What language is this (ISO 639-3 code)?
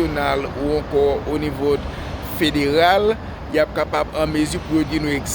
hat